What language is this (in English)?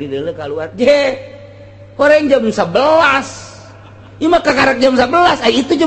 Sundanese